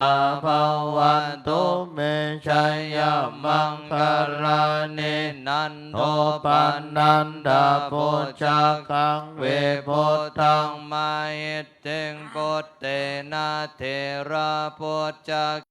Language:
Pali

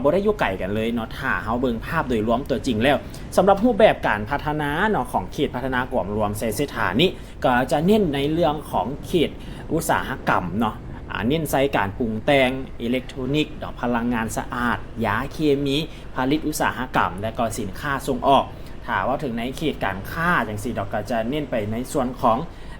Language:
Lao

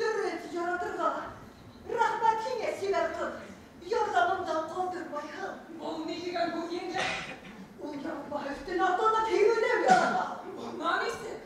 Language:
Bashkir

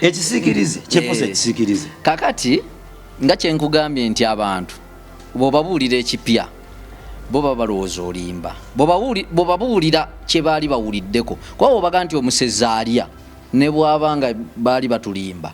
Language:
Ganda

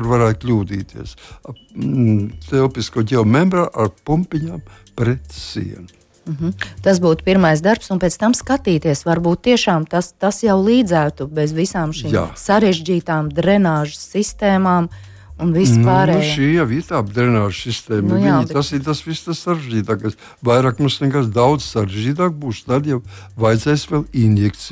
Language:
Latvian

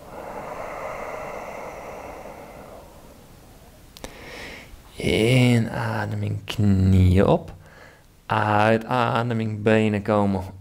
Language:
Dutch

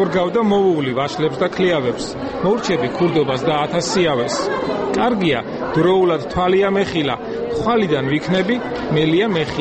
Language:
Georgian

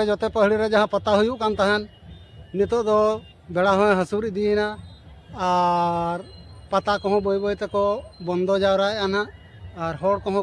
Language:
Santali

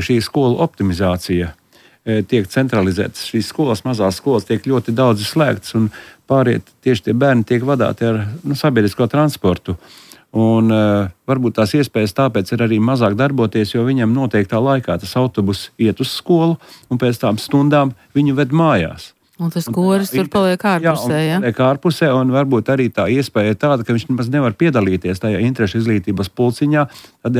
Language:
Latvian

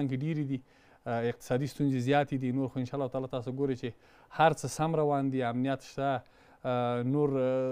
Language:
Pashto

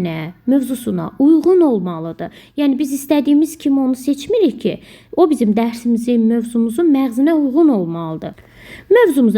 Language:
Azerbaijani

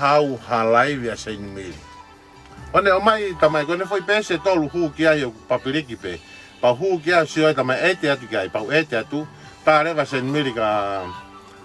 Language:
Tongan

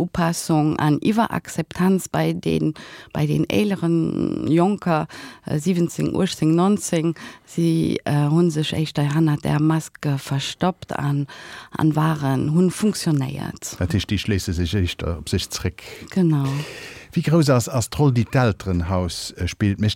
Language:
Luxembourgish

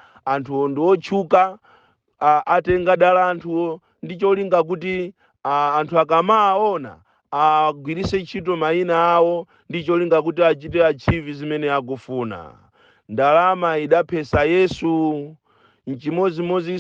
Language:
Nyanja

